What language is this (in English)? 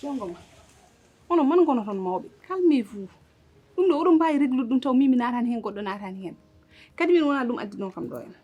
Fula